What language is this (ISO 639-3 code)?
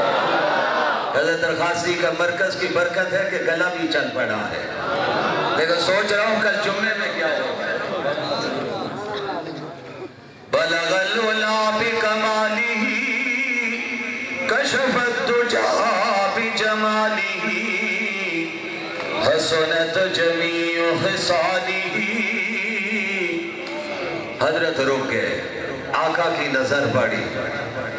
urd